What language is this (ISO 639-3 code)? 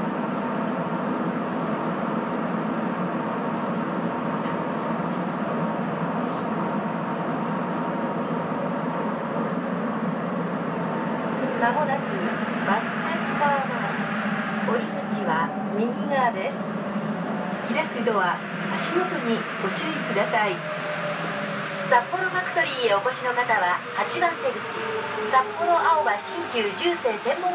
jpn